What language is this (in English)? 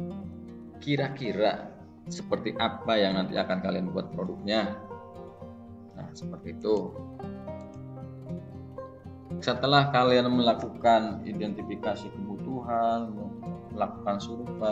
Indonesian